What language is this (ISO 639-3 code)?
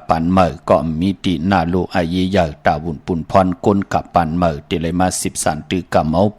shn